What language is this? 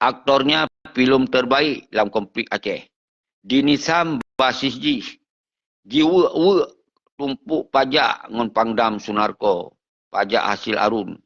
Achinese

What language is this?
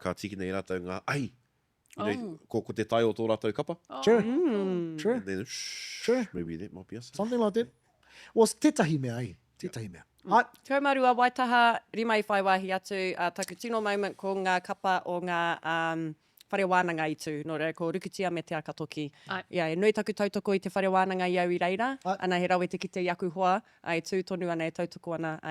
Māori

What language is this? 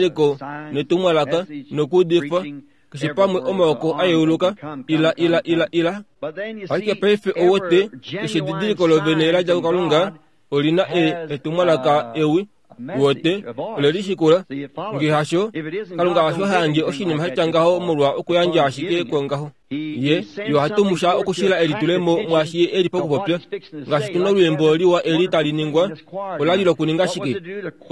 Kuanyama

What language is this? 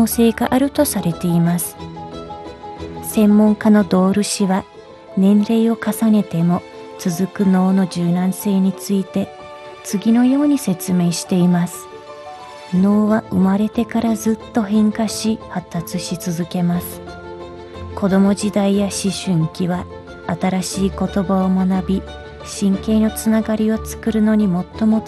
Japanese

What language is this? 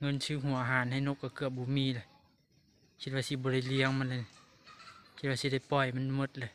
Lao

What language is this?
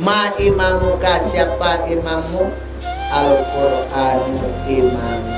Minangkabau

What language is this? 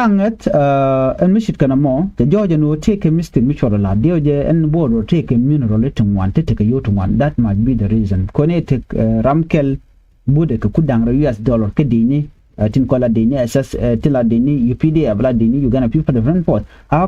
Nuer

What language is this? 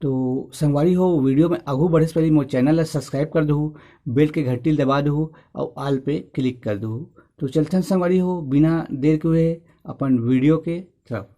Chhattisgarhi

